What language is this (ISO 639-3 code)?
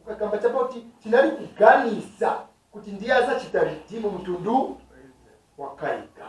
nya